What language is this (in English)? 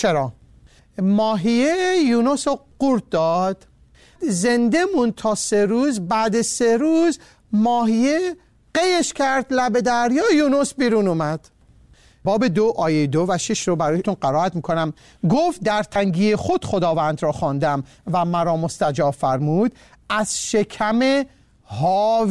Persian